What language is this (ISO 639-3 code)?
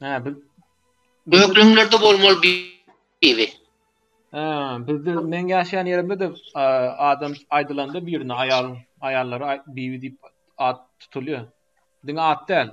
tuk